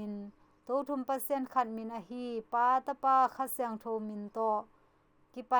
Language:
Tedim Chin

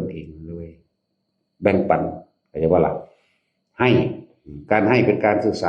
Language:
Northeastern Thai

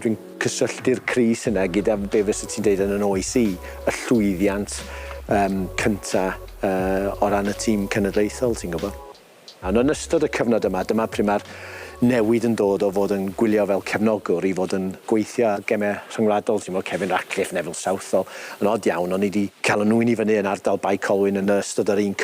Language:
Welsh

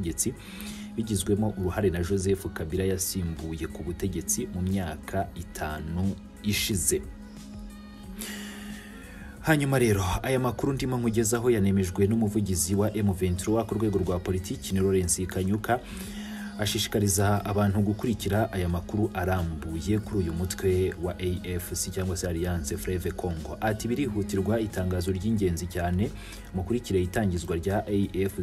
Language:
Kinyarwanda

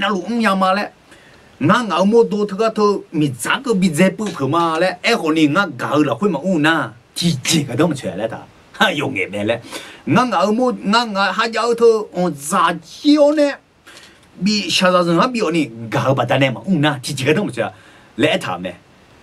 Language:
Akha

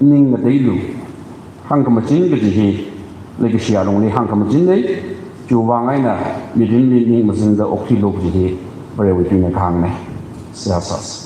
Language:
Tangkhul Naga (India)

